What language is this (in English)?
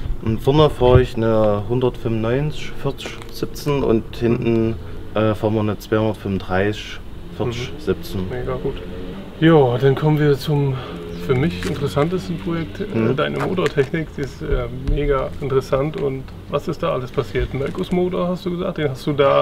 German